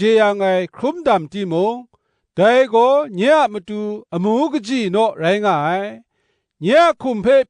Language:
Kachin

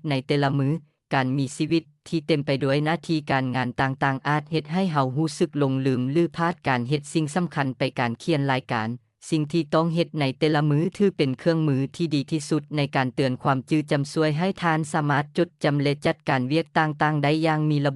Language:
Lao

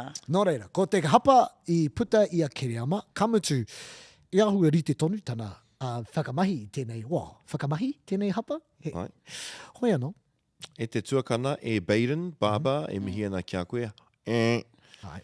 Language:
Māori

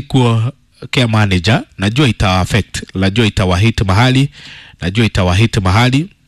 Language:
Kikuyu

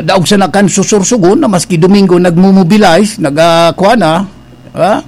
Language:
Bikol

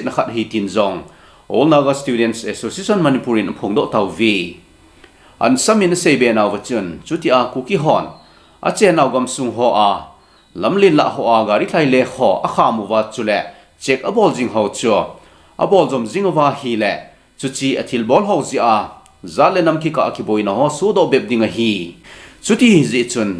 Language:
Thado Chin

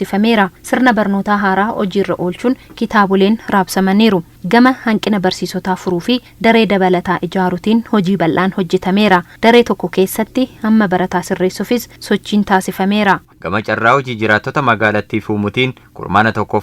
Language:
Oromo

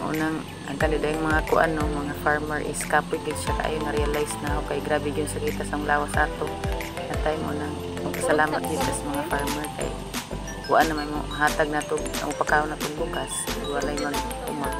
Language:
Cebuano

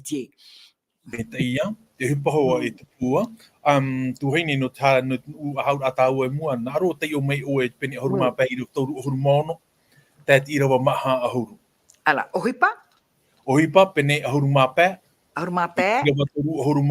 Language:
Tahitian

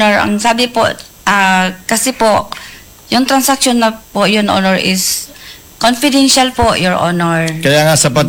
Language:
Filipino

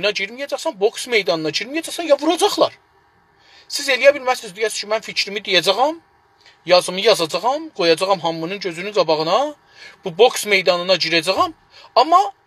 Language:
South Azerbaijani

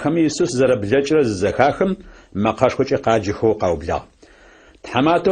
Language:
Adyghe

